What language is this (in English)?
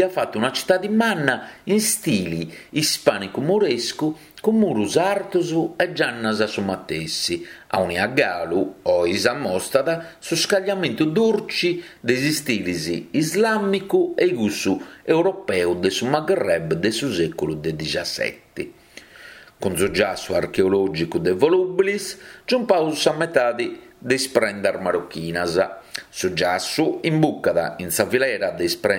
Sardinian